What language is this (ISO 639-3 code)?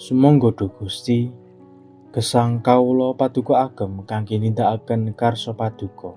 jav